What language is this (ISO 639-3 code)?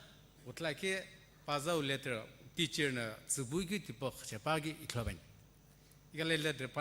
nsm